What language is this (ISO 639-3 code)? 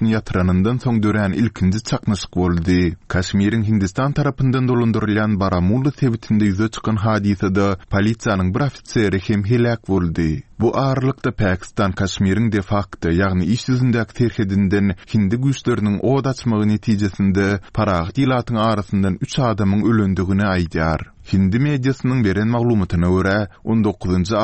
tuk